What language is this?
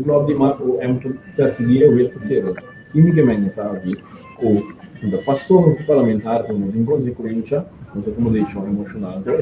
Papiamento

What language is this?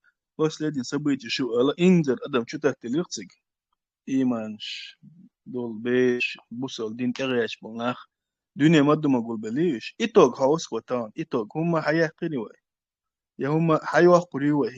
Chechen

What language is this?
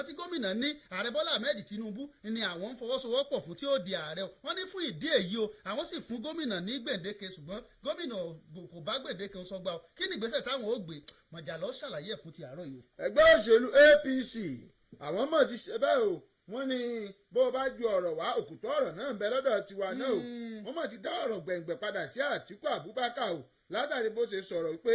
Yoruba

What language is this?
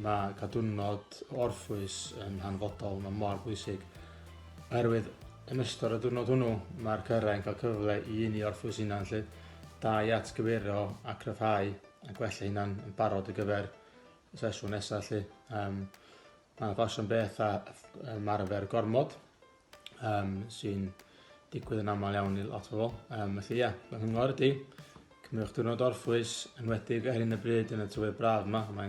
Welsh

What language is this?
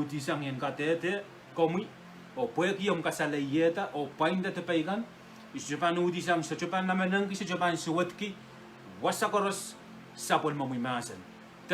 Pohnpeian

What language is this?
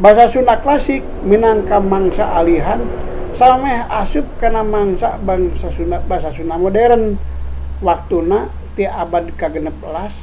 Sundanese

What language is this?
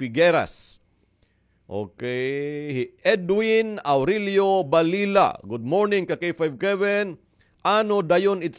Waray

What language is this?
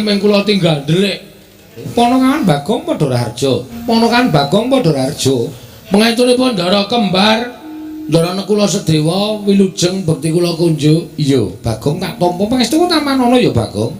Javanese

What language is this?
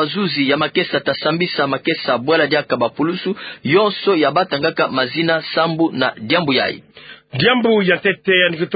Kituba (Democratic Republic of Congo)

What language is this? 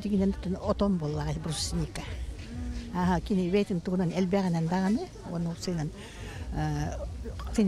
Yakut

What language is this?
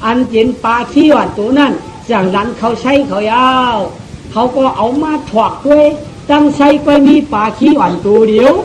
Shan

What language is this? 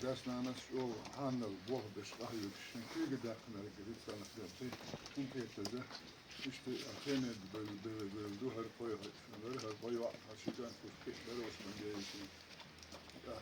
Chechen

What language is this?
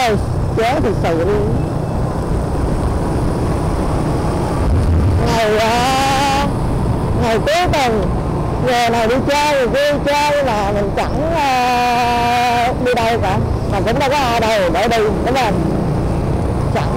Vietnamese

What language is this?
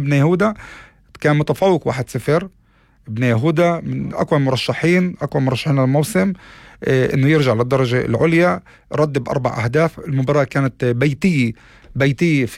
North Levantine Arabic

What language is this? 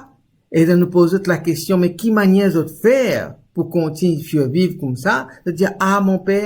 Morisyen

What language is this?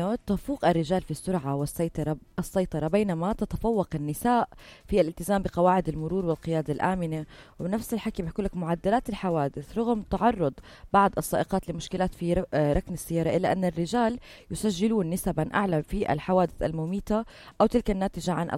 North Levantine Arabic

